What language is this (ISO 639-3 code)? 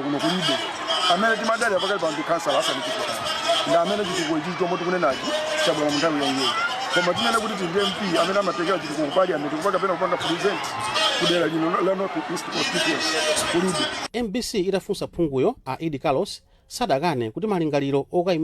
nya